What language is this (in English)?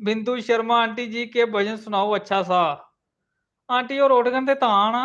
Dogri